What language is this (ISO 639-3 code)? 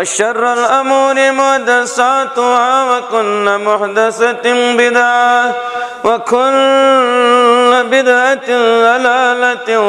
kas